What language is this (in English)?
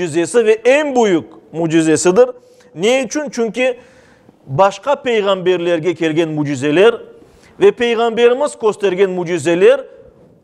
Crimean Tatar